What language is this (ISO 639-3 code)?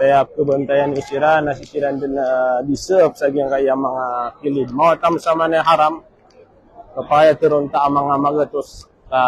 mrw